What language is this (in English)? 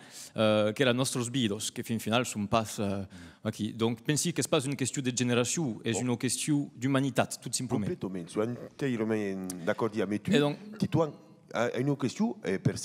Occitan